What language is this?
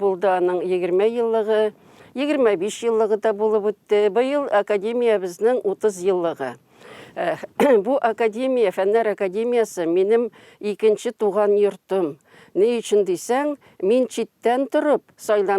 Tatar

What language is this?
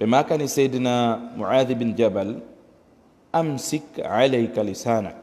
Fula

